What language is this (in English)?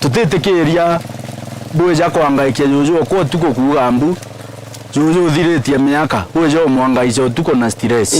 Meru